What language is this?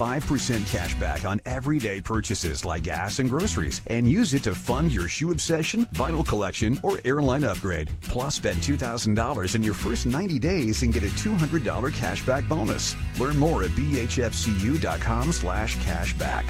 English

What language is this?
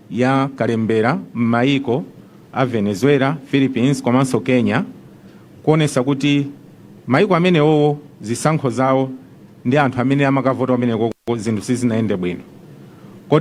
Nyanja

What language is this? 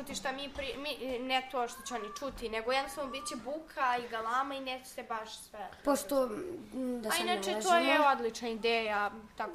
Serbian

